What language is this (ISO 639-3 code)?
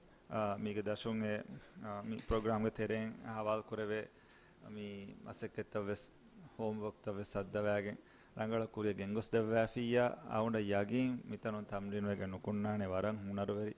div